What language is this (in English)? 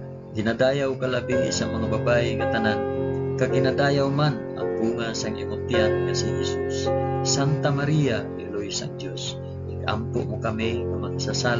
Hiligaynon